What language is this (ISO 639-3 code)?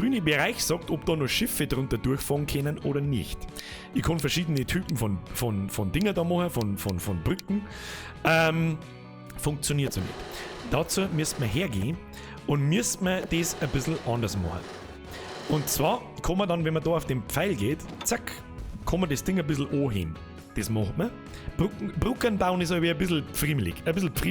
bar